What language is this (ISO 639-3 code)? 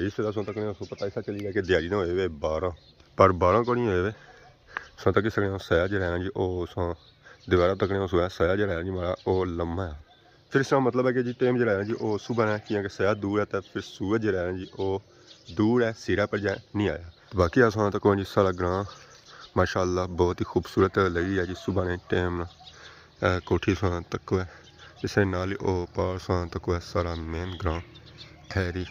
phr